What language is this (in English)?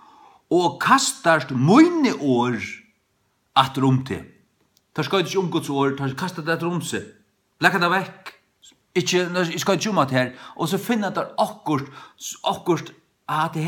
Faroese